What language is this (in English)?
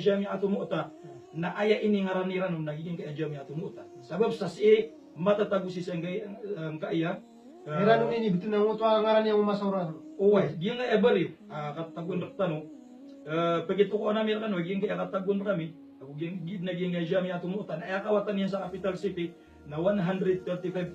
Maranao